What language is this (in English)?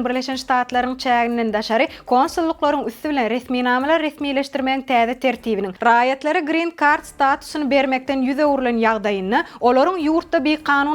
Turkmen